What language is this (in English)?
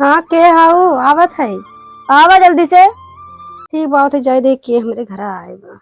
Awadhi